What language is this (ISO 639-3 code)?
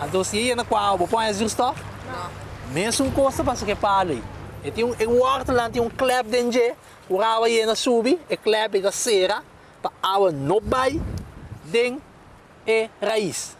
pap